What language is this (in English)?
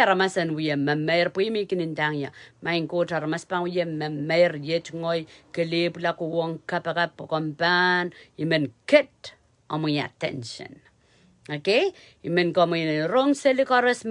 Pohnpeian